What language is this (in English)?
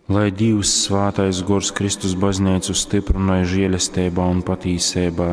Latgalian